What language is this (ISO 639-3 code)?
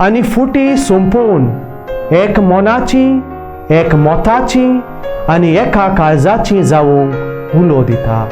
kok